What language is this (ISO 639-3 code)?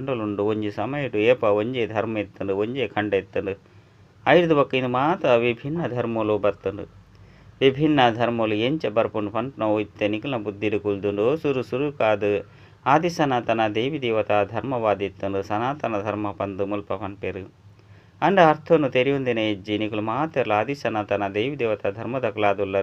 tcy